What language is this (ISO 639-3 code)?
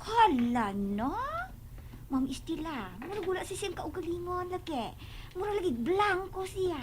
ceb